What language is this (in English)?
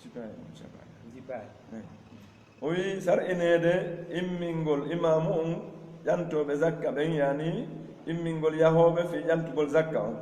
Pular